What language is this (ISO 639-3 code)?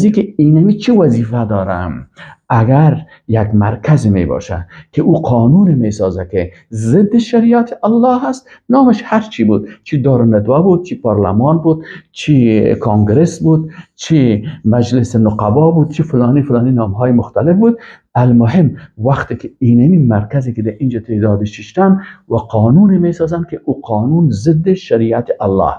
fas